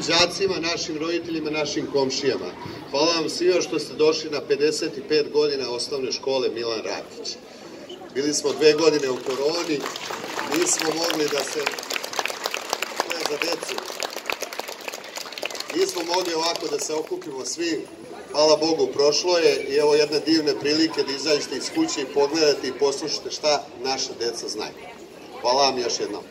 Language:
Serbian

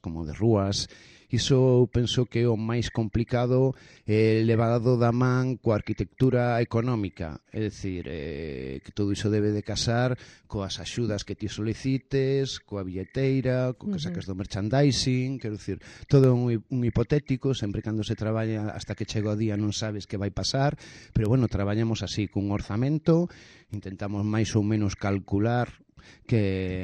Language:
Galician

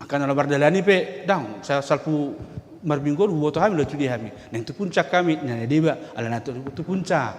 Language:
Batak Toba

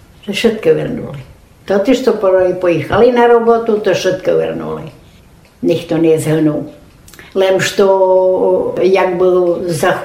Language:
Rusyn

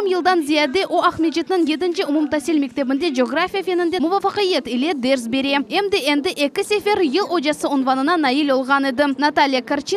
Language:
Crimean Tatar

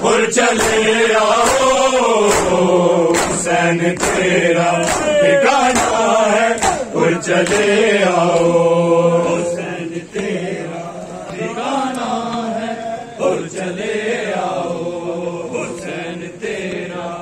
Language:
Urdu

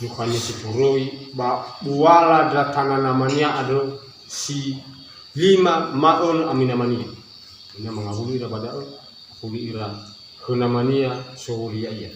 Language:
Nias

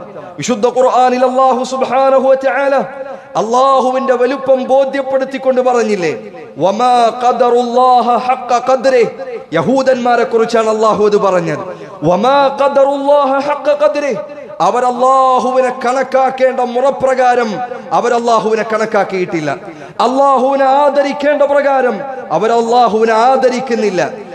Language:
Malayalam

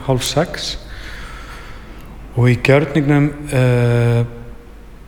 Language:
Icelandic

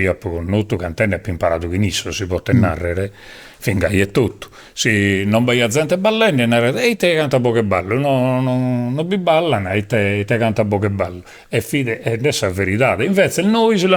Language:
Sardinian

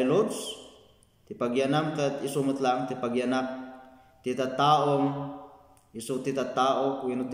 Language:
Iloko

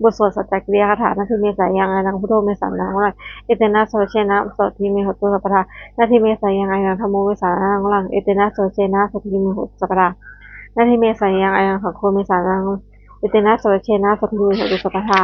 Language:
Pali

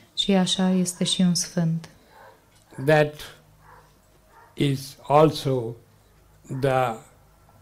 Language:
Romanian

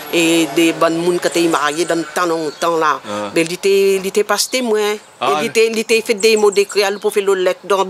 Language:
Réunion Creole French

